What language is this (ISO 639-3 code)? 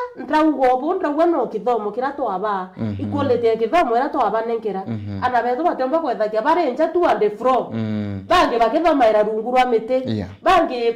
mer